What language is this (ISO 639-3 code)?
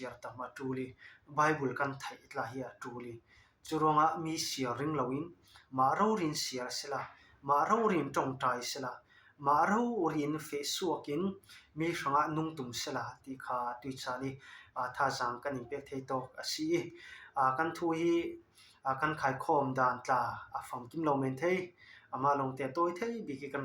cfm